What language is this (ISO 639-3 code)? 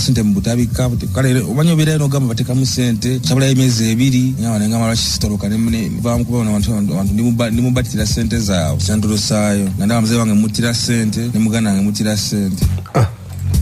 lug